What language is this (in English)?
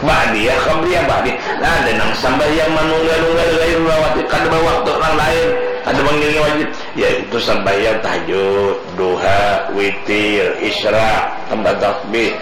Banjar